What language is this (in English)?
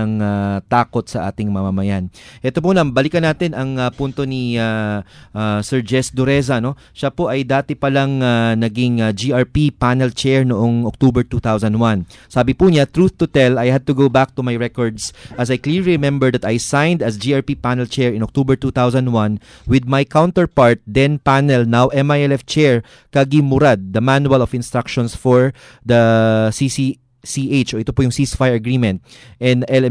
Filipino